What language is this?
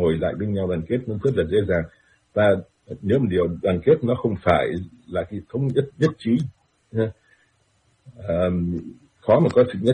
Vietnamese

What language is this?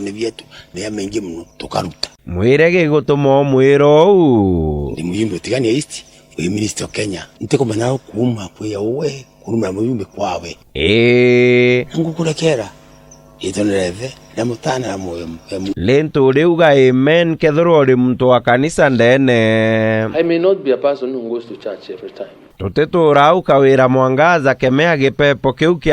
Meru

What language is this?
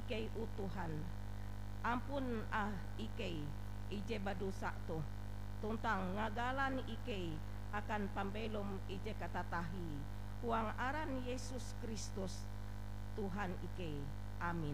Ngaju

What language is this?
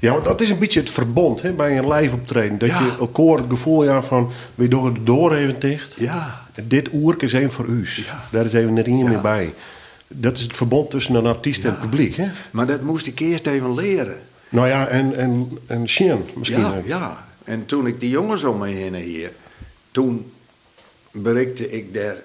Western Frisian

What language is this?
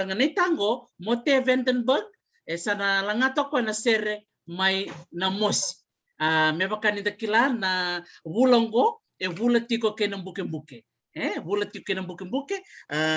Fijian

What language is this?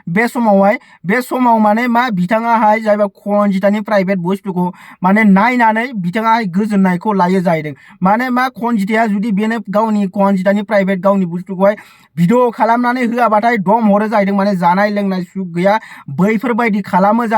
Bodo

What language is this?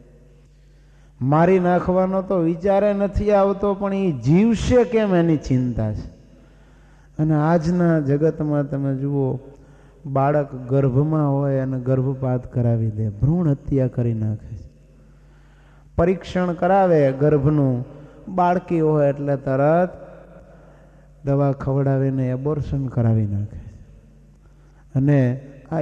Gujarati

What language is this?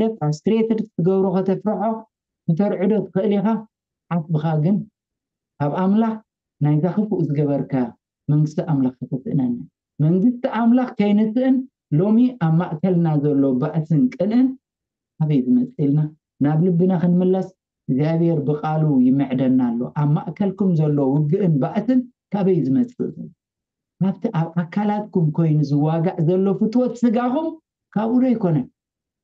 Tigrinya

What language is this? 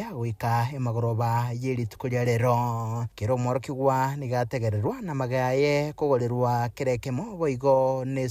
Gusii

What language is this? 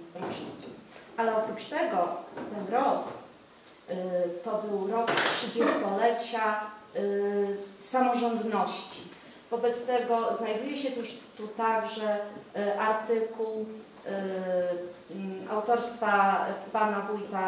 Polish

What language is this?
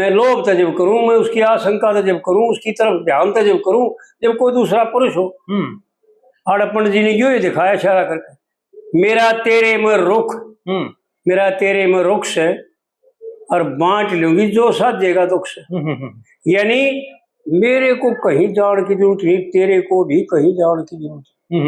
Haryanvi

